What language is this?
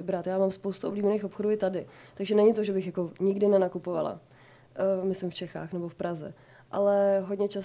Czech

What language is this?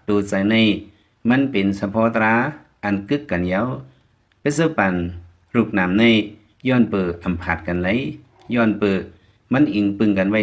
Lao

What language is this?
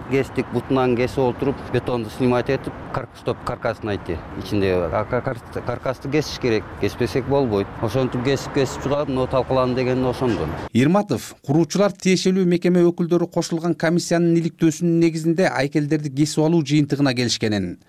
Kyrgyz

